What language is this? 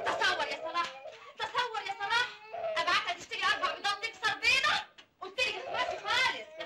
Egyptian Arabic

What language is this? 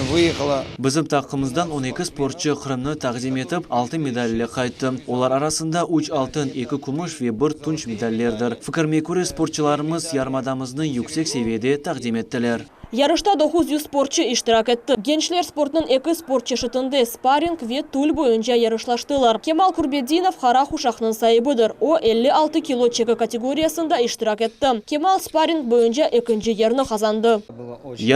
Crimean Tatar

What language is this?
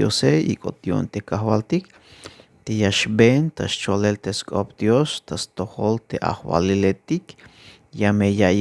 Tzeltal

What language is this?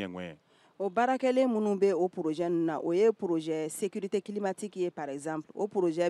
Bambara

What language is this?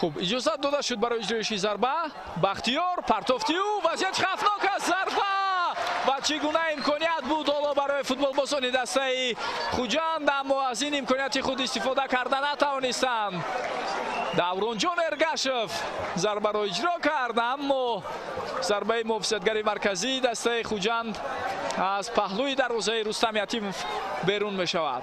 Tajik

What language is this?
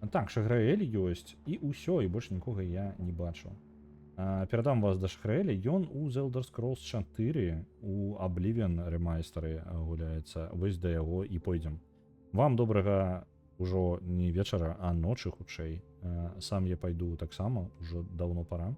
Belarusian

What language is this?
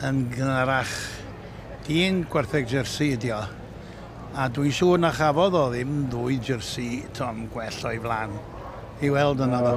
Welsh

